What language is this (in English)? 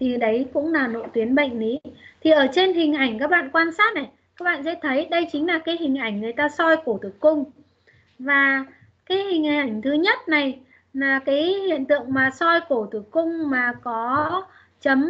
Vietnamese